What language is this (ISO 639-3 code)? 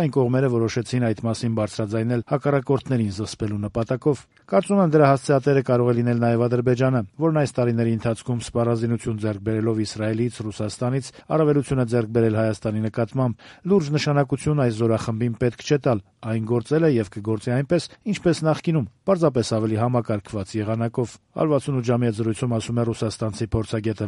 hye